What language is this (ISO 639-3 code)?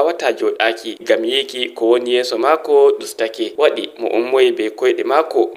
fuv